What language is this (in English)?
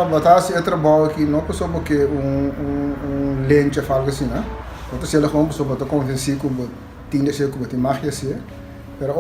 Papiamento